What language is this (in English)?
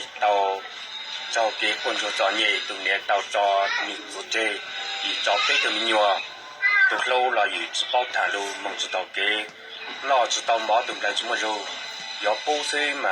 Hmong